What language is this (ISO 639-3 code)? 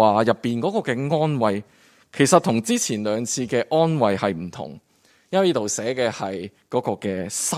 yue